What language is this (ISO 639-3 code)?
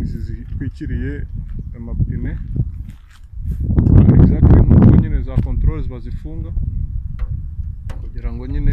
kin